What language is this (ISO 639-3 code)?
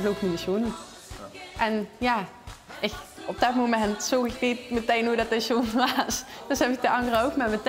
lim